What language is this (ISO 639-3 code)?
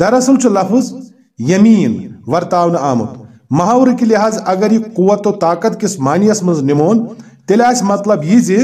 kas